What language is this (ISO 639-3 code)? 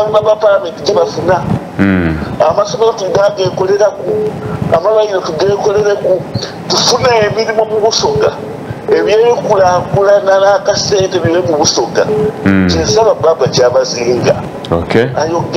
xog